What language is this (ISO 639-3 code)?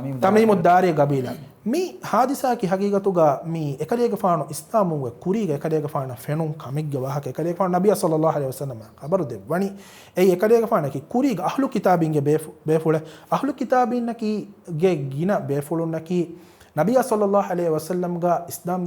div